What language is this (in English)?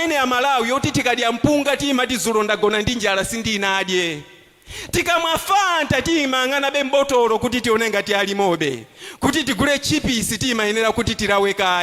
Nyanja